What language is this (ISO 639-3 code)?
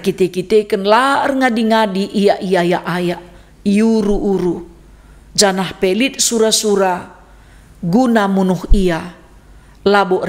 btx